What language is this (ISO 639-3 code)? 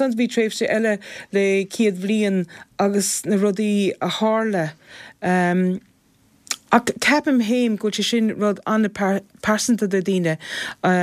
gle